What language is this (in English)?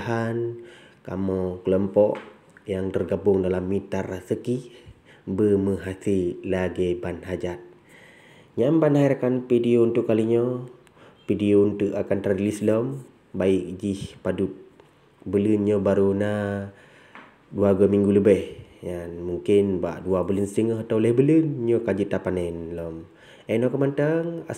Achinese